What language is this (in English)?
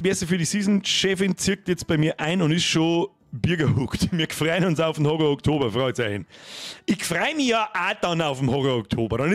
Bavarian